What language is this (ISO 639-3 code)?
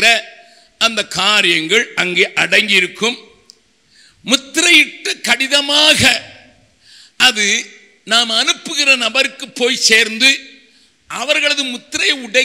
tam